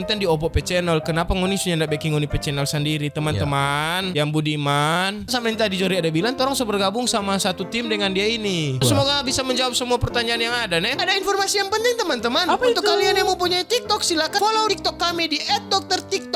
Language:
Manado Malay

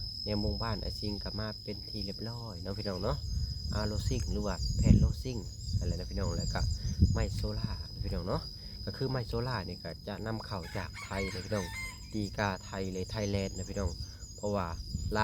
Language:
Lao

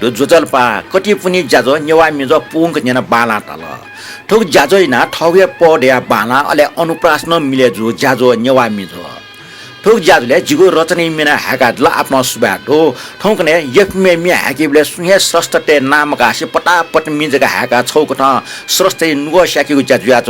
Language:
Newari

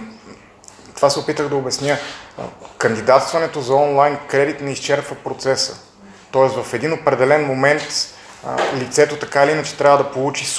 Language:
Bulgarian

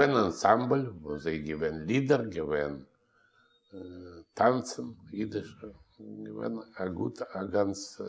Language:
Yiddish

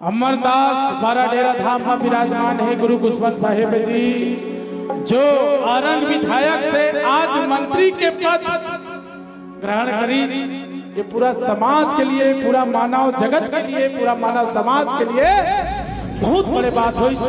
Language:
Chhattisgarhi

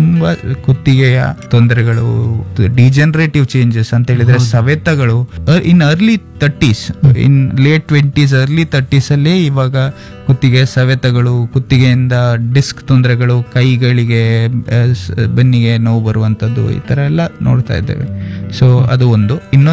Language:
Kannada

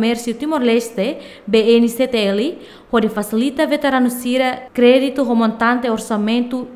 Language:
Tetum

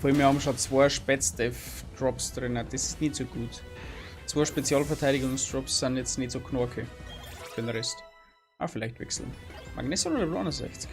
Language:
Bavarian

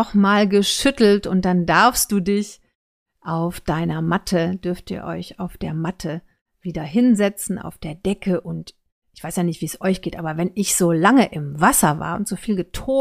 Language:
German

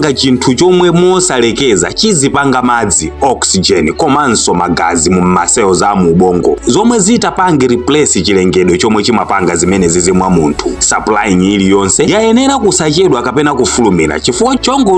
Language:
Nyanja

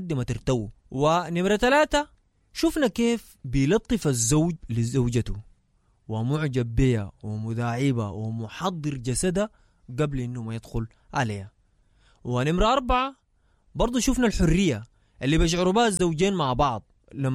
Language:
Sudanese Arabic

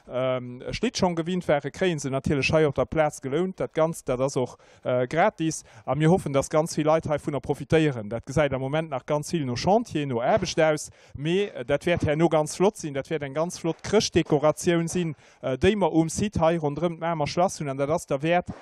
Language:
Luxembourgish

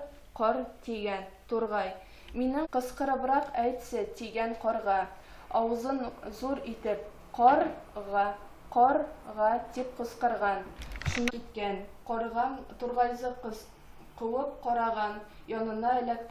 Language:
Bashkir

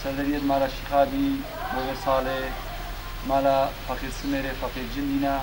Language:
Kurdish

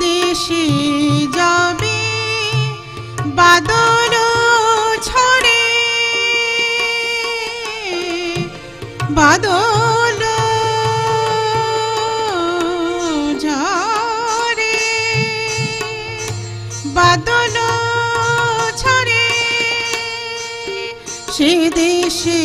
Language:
Bangla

